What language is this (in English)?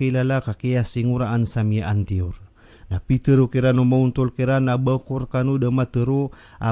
Maranao